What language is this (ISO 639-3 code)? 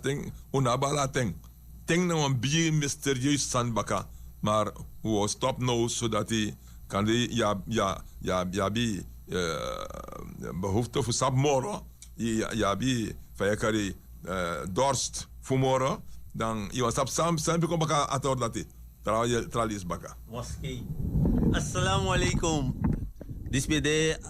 srn